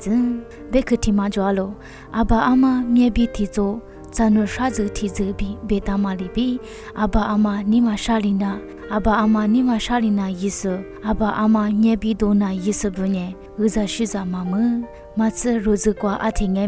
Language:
Lisu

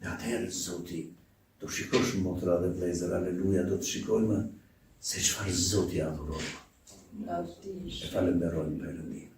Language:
Albanian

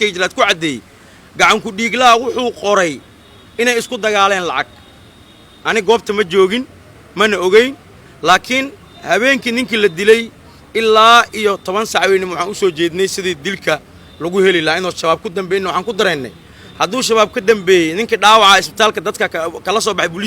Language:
Somali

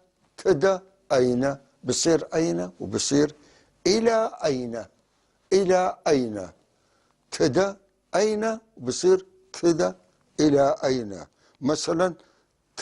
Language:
North Levantine Arabic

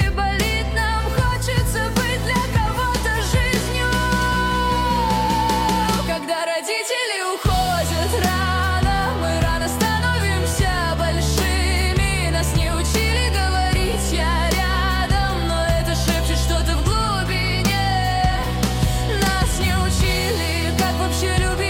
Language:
Russian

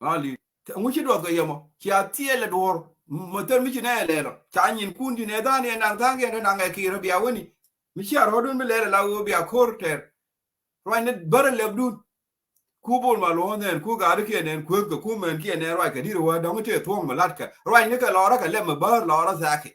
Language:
Nuer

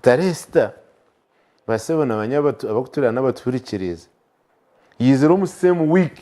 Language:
Nyankole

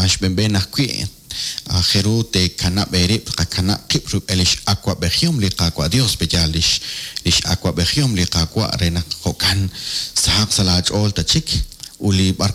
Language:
Kekchí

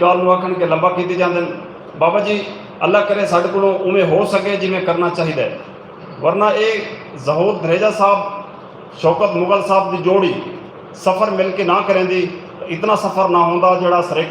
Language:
Saraiki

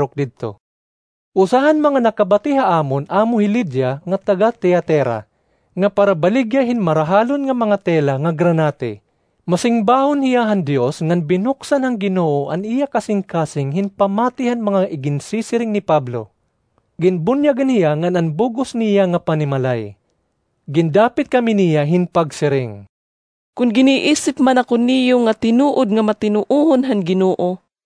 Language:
Waray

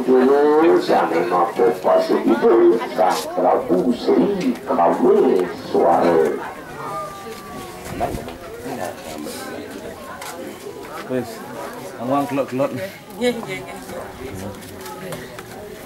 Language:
Indonesian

